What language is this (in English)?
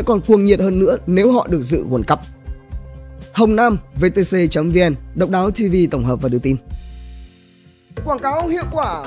Vietnamese